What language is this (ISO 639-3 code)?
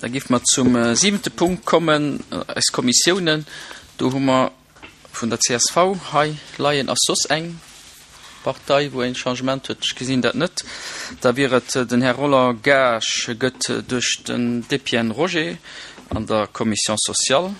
ltz